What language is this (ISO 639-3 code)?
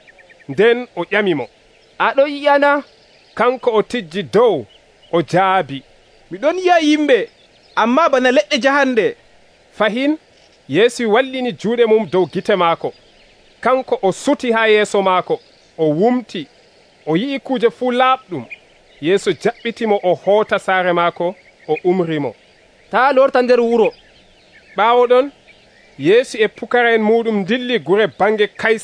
fuv